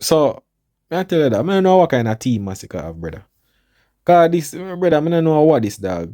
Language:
Jamaican Creole English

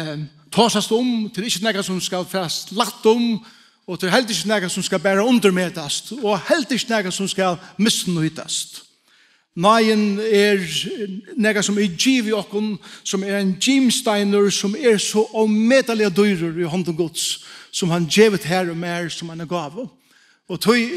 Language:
Faroese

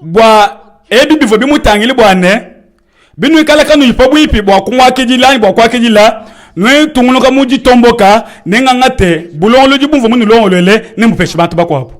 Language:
Luba-Lulua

